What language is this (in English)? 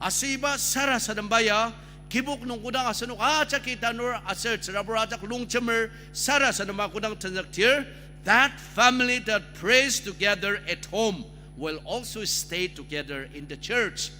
Ao Naga